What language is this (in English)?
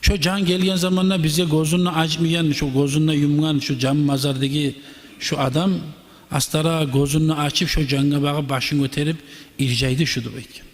Kumyk